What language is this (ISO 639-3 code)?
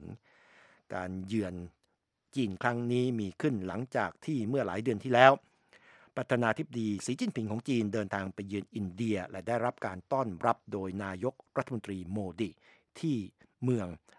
tha